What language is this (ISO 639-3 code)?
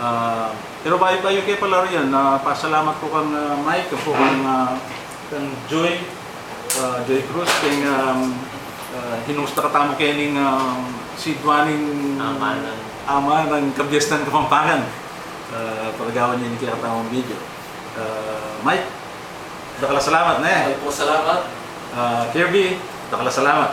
pam